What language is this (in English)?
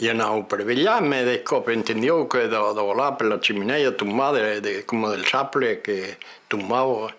Occitan